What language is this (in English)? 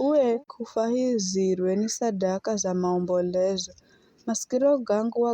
Giryama